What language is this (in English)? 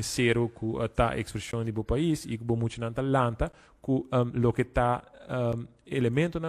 Papiamento